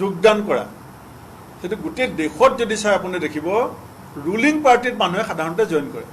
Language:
Assamese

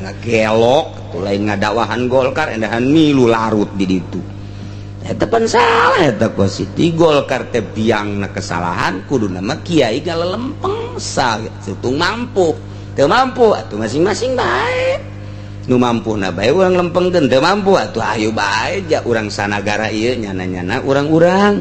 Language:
Sundanese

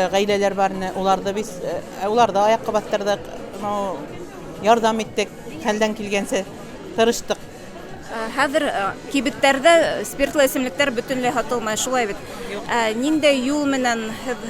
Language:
Bashkir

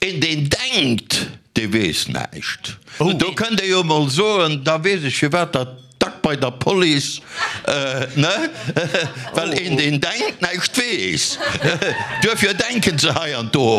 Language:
Luxembourgish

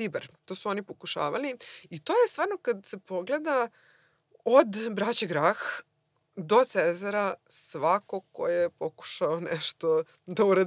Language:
Serbian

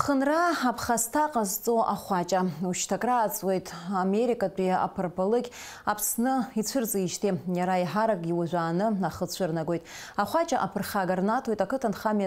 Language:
Abkhazian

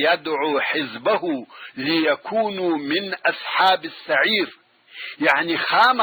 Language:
Pashto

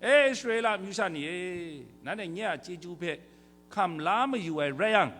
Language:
Kachin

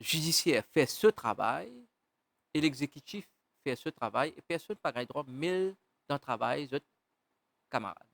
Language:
Morisyen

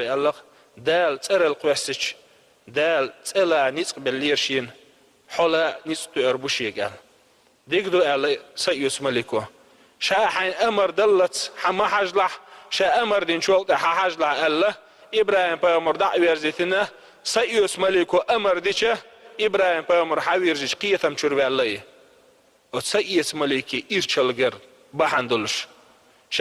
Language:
Chechen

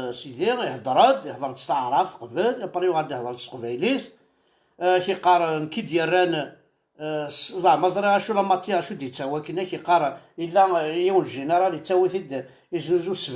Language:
Kabyle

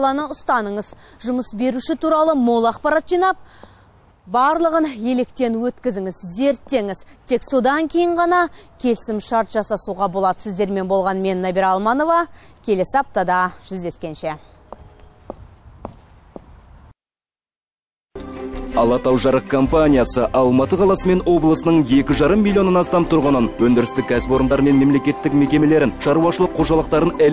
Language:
Kazakh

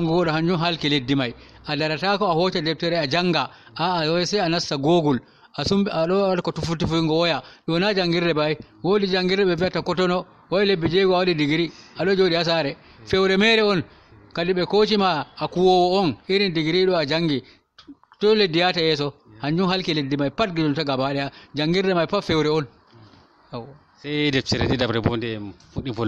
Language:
Fula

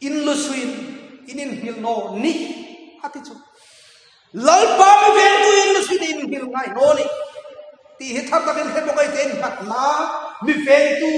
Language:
Hmar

